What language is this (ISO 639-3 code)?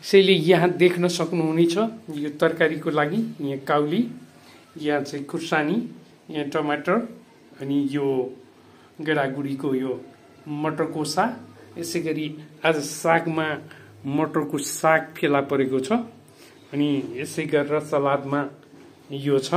nep